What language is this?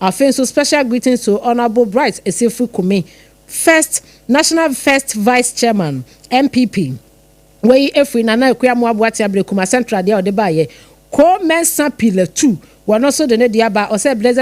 Akan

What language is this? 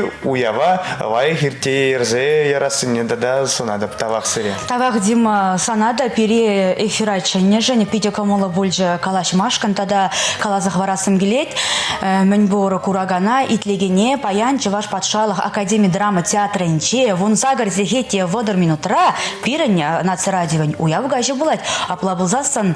Chuvash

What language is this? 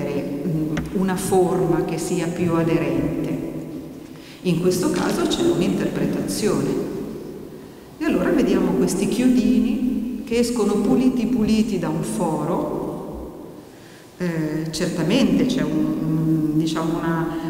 Italian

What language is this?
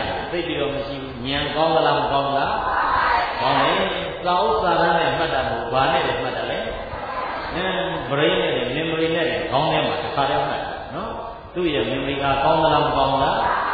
Burmese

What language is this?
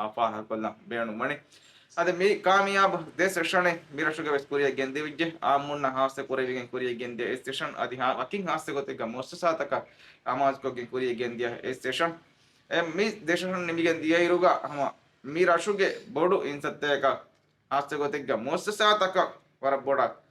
Divehi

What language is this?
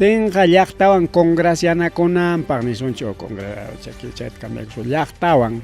Ayacucho Quechua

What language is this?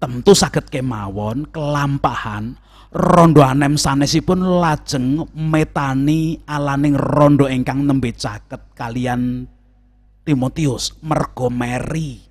Javanese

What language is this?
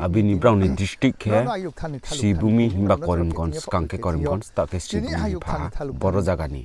Riang (India)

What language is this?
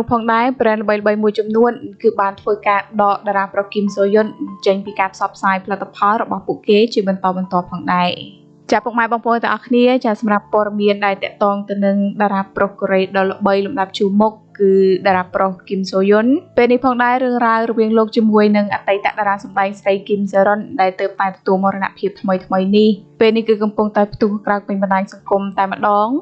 Khmer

